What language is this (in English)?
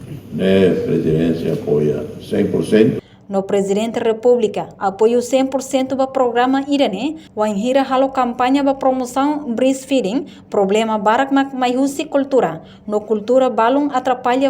Tetum